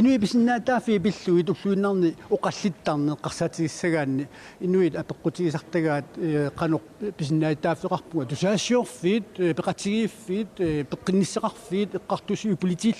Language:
Kalaallisut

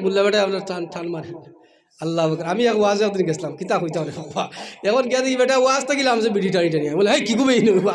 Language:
Sylheti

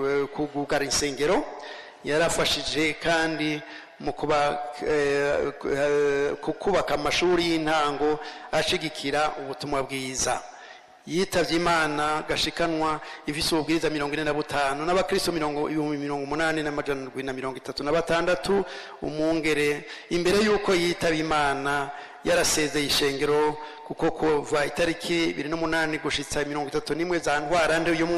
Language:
Rundi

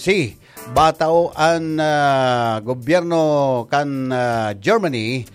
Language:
Bikol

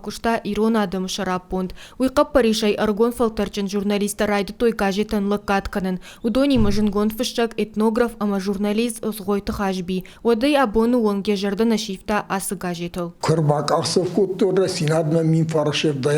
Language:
Ossetic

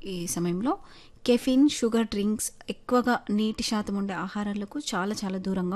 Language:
Telugu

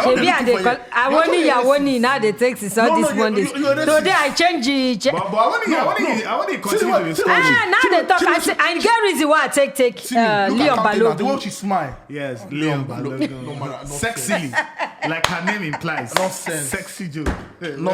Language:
Nigerian Pidgin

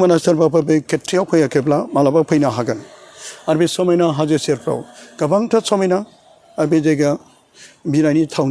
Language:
Bodo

